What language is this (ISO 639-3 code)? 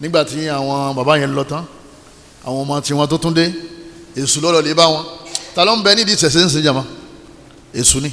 yor